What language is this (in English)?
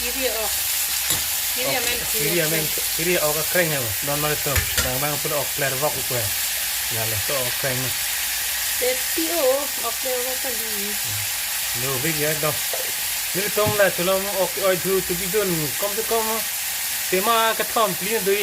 Karbi